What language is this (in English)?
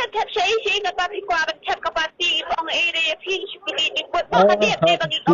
Khasi